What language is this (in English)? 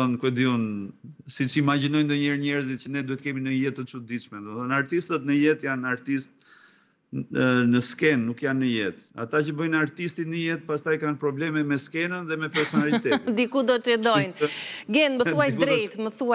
Albanian